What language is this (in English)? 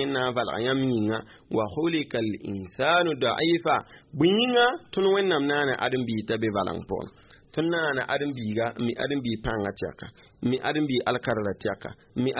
Mossi